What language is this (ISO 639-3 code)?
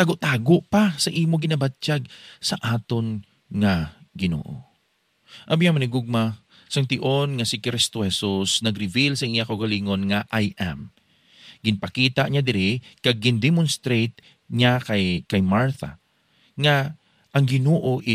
hil